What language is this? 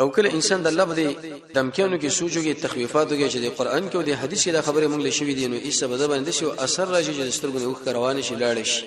Pashto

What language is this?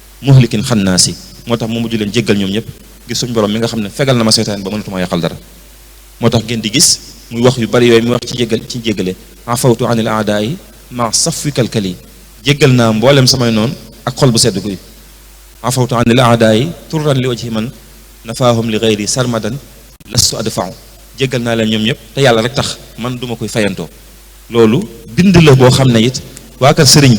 Wolof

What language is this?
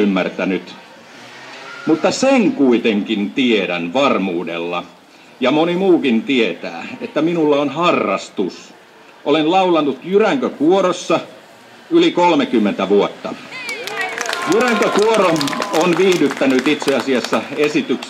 Finnish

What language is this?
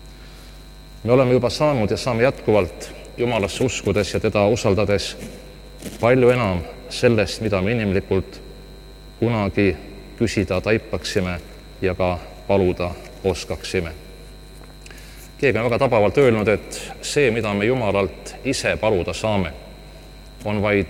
Estonian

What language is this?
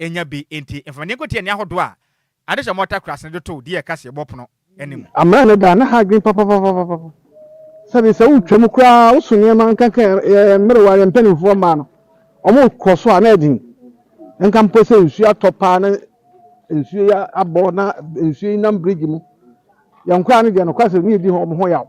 Akan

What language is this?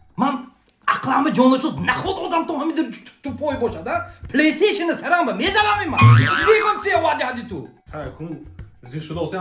Tajik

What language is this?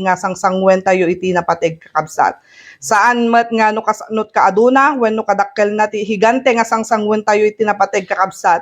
Iloko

